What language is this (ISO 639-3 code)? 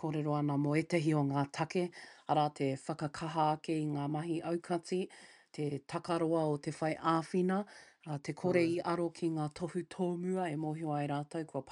mri